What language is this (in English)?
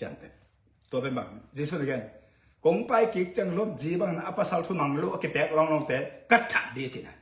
Tedim Chin